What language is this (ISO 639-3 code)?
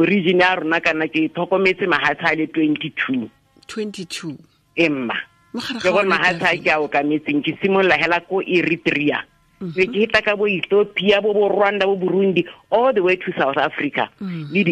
tsn